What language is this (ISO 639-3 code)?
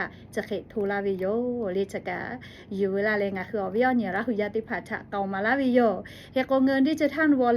lhu